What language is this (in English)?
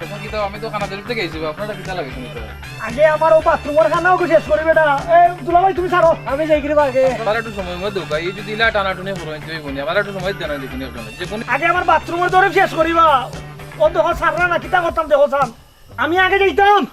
Sylheti